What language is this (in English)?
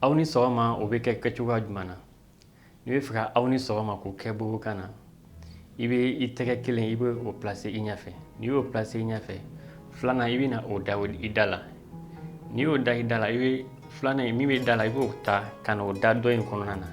Bambara